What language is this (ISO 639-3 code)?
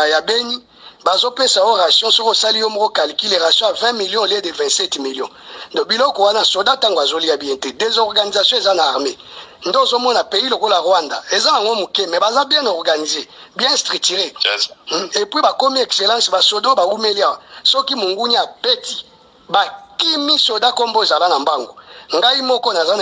lin